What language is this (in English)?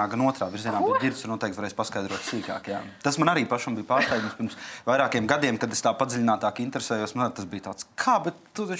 Latvian